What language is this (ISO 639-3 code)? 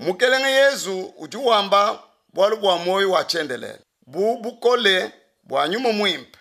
lua